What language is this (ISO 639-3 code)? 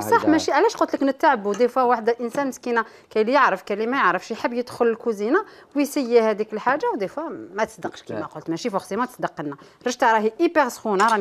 arq